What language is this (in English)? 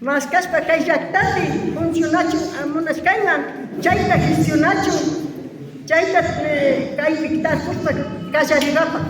Imbabura Highland Quichua